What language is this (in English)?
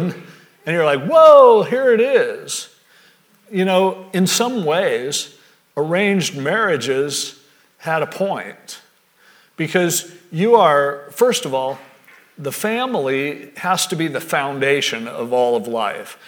English